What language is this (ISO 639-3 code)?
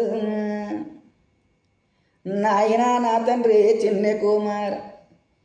tel